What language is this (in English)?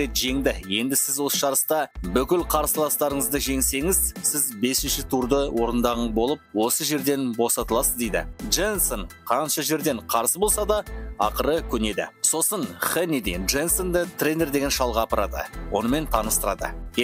Kazakh